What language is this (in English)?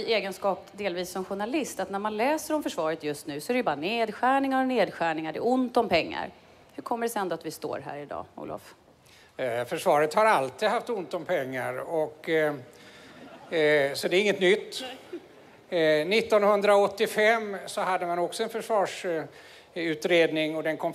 Swedish